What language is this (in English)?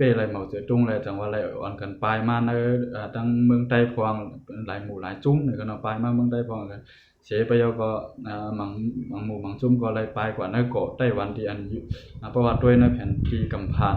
Shan